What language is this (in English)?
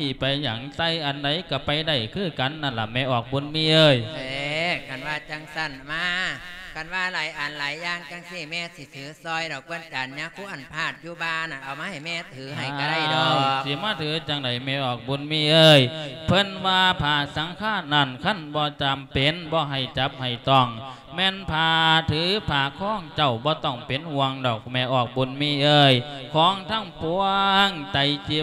Lao